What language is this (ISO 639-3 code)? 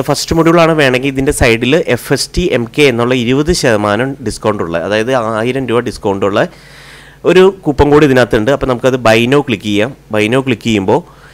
mal